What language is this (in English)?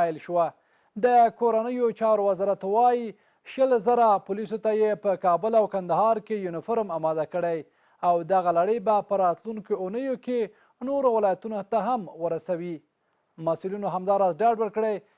Pashto